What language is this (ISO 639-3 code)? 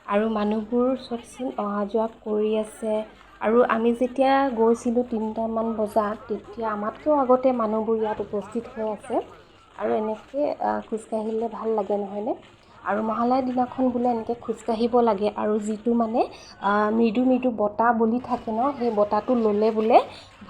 asm